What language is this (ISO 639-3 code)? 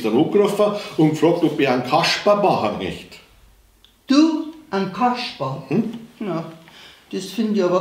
bar